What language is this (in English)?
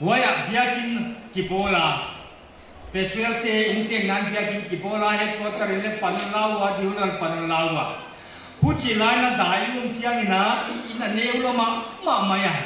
Paite Chin